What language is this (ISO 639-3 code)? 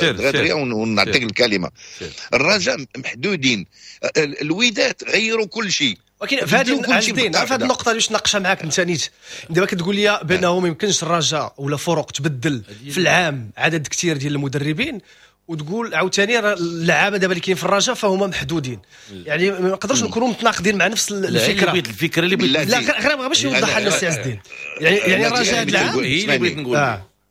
ary